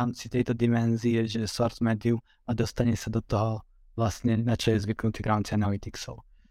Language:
Slovak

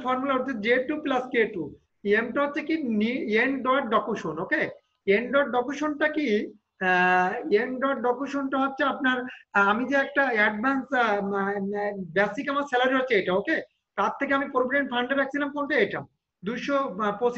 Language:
Bangla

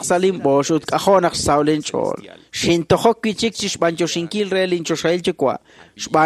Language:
Kekchí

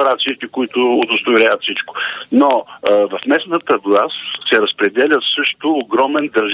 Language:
Bulgarian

